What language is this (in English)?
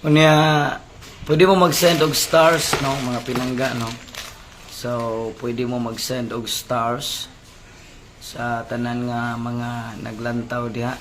Cebuano